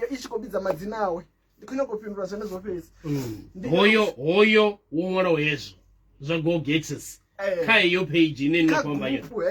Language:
Venda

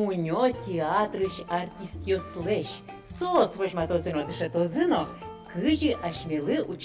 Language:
Udmurt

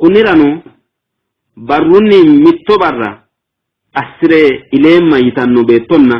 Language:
Sidamo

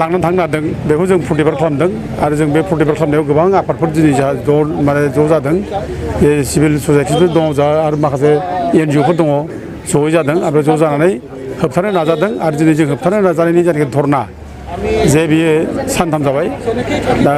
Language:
Bodo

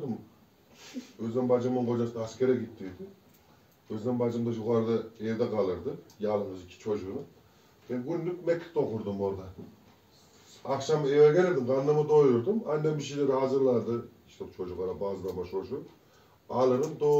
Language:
Turkish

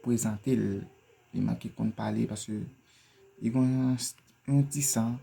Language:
Haitian Creole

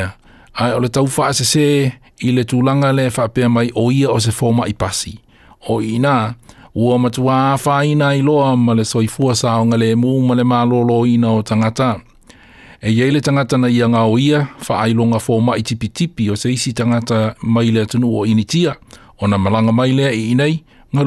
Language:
Samoan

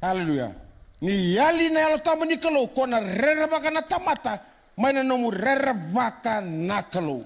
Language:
Fijian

